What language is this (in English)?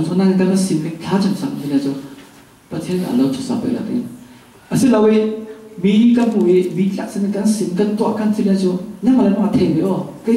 Falam Chin